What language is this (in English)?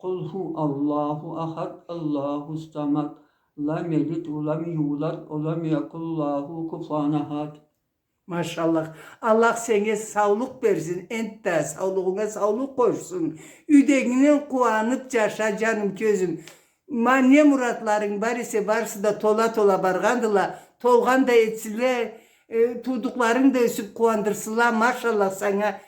Karachay-Balkar